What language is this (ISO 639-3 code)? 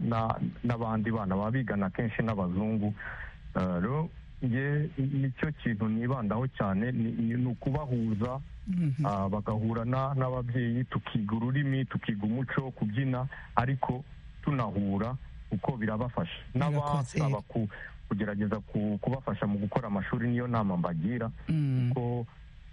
kin